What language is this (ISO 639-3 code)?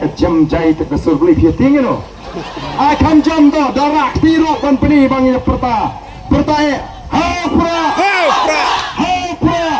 kha